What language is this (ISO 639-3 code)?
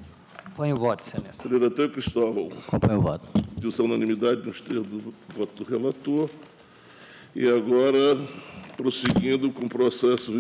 por